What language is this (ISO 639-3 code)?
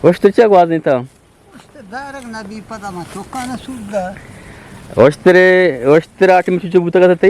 bgp